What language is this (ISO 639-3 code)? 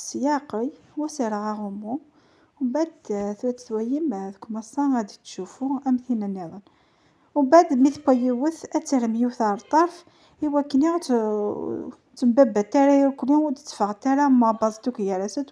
kab